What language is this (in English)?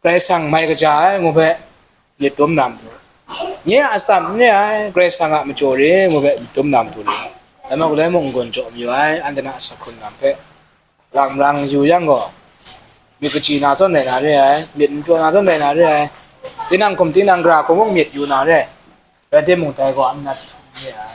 Kachin